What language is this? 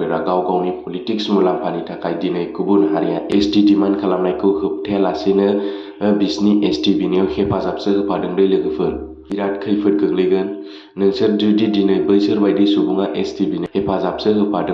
Bodo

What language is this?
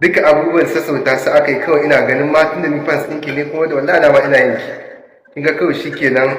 Hausa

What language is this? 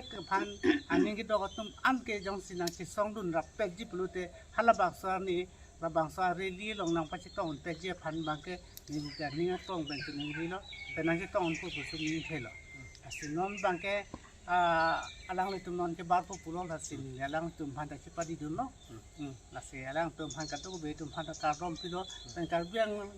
Karbi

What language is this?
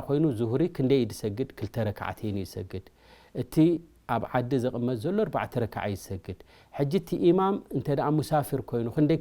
Tigrinya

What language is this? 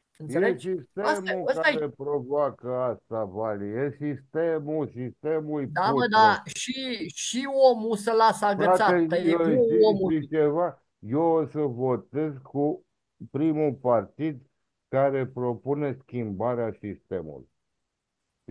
Romanian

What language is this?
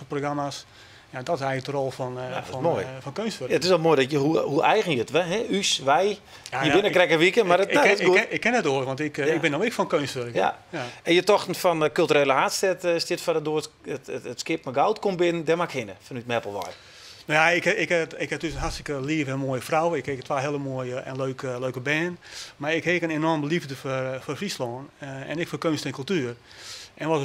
Western Frisian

